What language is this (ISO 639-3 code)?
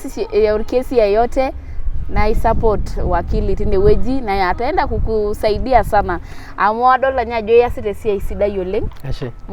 mas